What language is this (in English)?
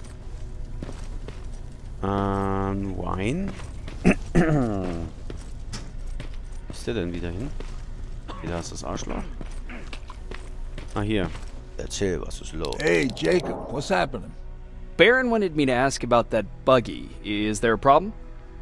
German